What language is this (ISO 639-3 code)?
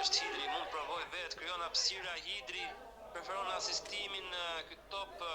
sqi